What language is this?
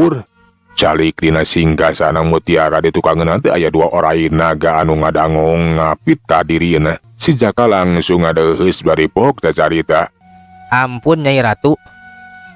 Sundanese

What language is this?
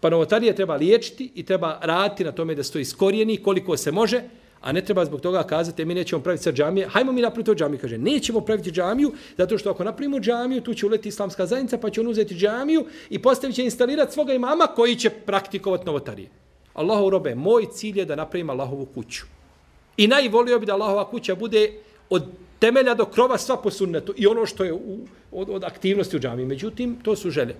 Bosnian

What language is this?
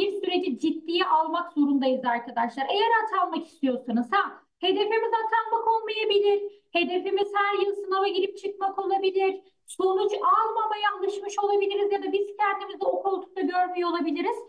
Turkish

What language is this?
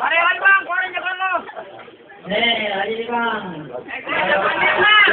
Betawi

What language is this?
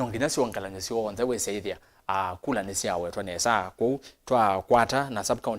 Kamba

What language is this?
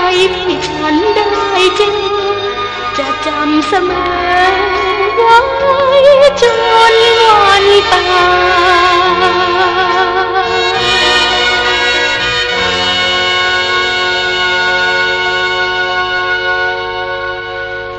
Thai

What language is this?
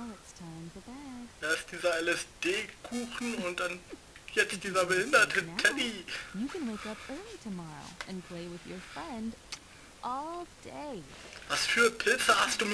German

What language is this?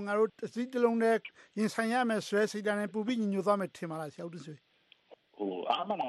Burmese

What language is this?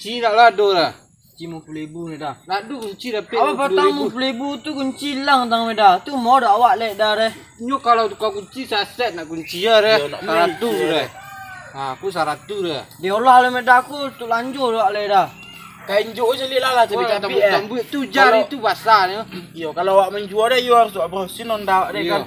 Minangkabau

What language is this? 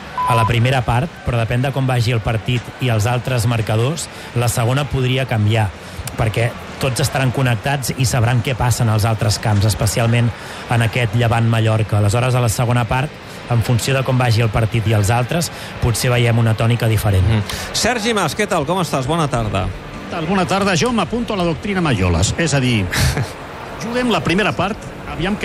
Catalan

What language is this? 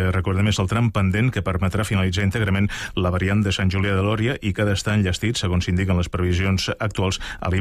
Catalan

